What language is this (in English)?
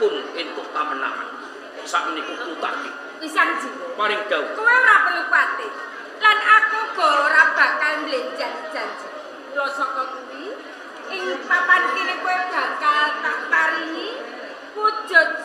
Javanese